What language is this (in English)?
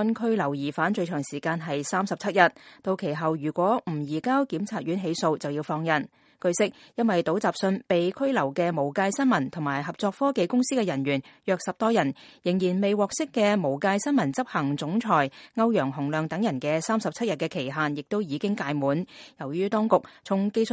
Cantonese